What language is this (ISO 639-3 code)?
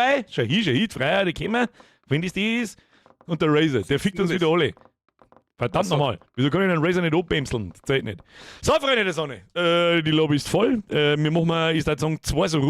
bar